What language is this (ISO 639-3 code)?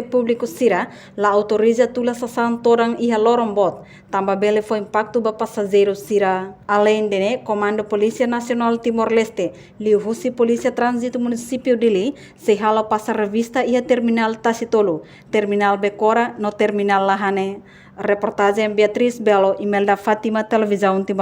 tet